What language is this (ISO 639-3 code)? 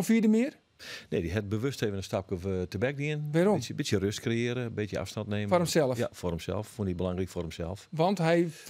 fry